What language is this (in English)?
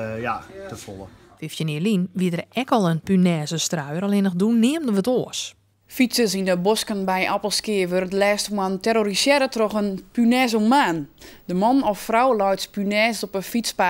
Western Frisian